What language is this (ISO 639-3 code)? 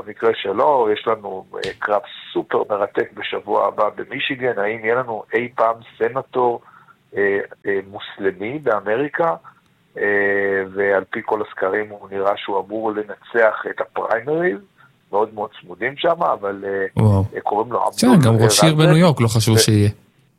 heb